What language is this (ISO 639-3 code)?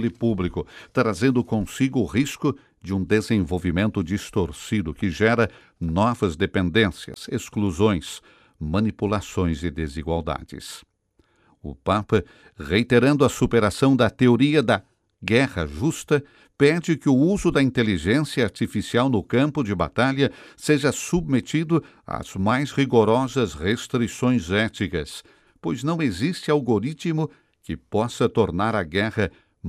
por